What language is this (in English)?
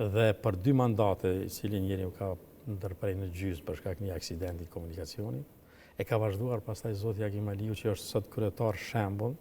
Albanian